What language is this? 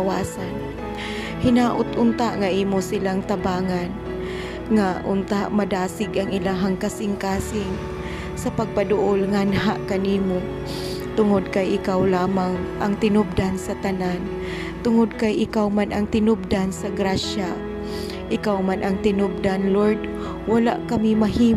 Cebuano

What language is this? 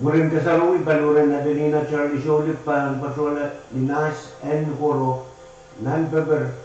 Pohnpeian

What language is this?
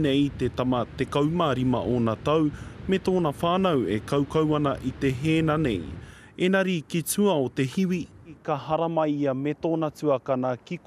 Māori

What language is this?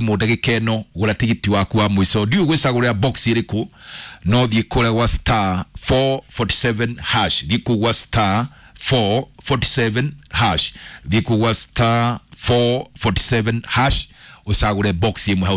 Kikuyu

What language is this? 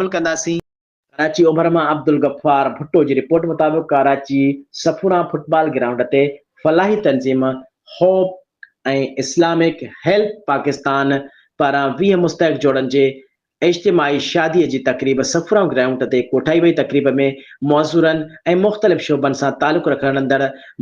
Sindhi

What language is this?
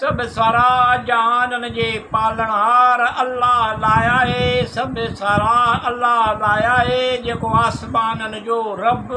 Sindhi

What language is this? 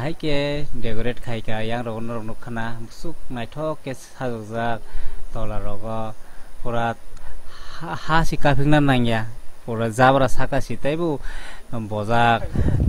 Kok Borok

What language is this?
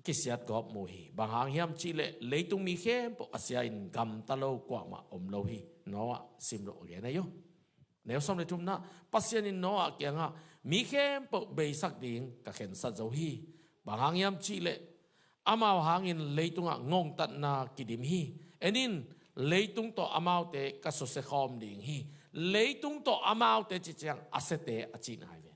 Tedim Chin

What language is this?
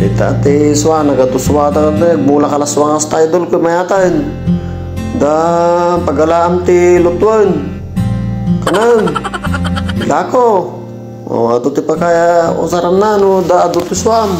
Iloko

